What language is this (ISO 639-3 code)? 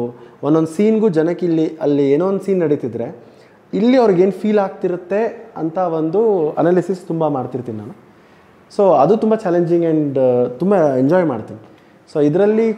kan